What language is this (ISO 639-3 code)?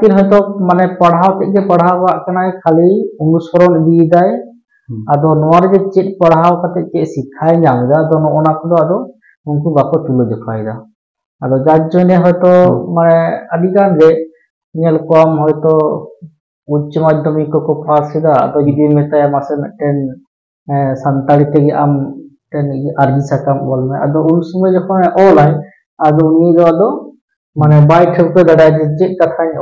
sat